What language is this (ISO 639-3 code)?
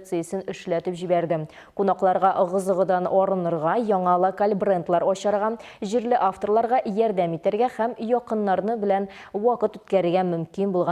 tat